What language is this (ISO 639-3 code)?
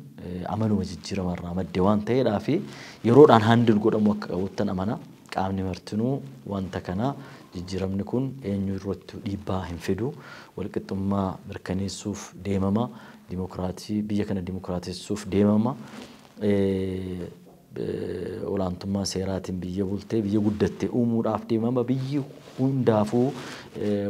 orm